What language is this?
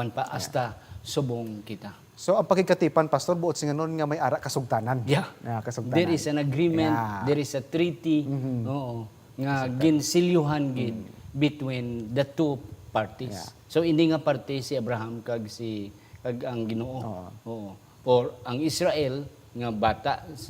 Hiligaynon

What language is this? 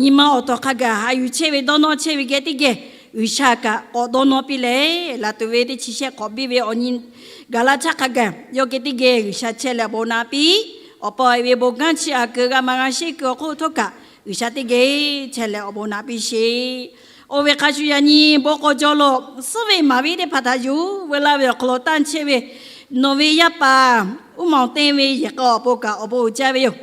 Lahu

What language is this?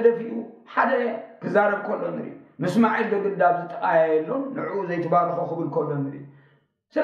Tigrinya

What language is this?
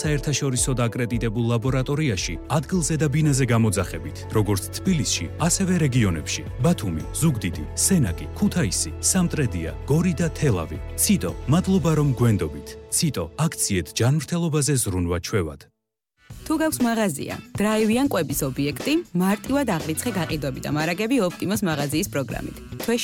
Georgian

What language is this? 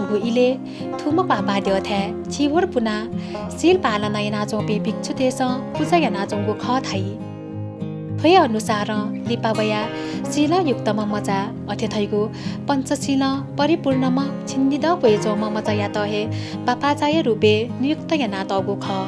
Newari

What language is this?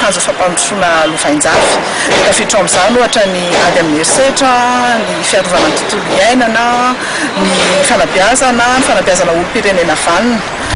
Malagasy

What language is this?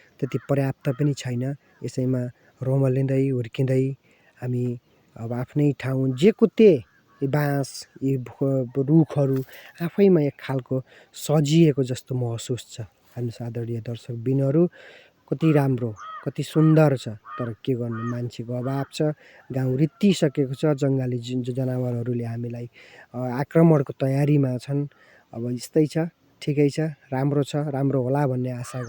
Nepali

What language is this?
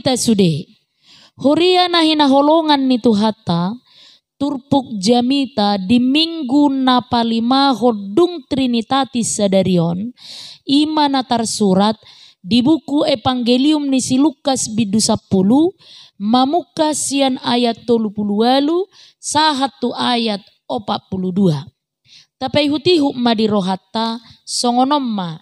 Batak Toba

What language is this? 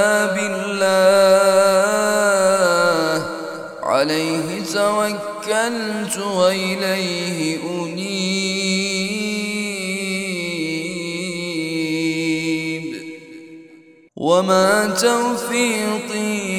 Arabic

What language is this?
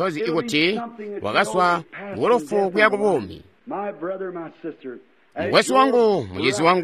Tonga (Zambia)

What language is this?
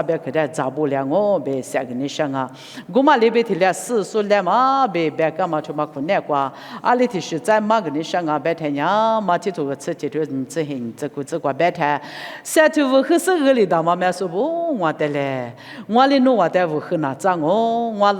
Lisu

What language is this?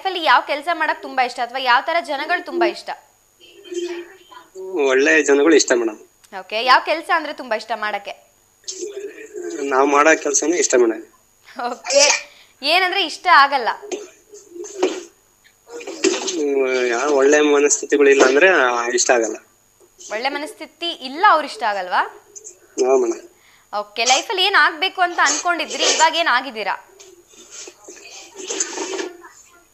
Kannada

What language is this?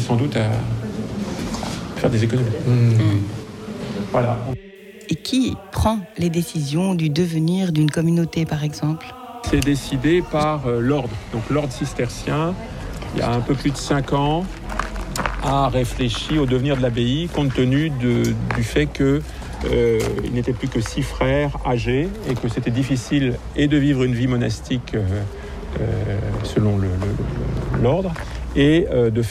French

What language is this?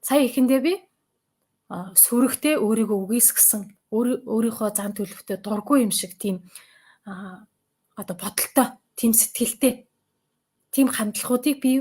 Mongolian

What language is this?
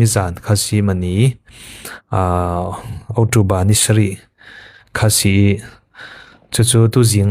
Falam Chin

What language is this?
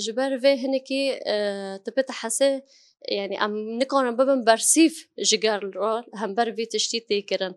Kurdish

